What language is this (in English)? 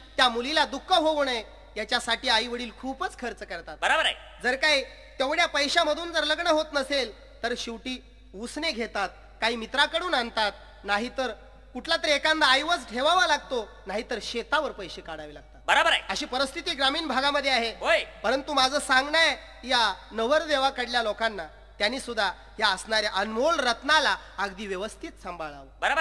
Marathi